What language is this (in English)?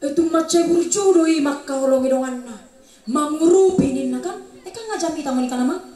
Batak Toba